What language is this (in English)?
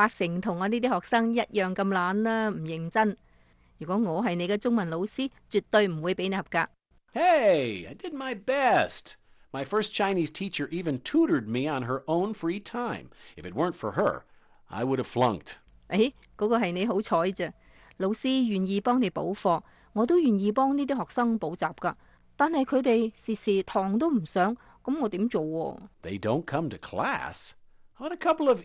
Cantonese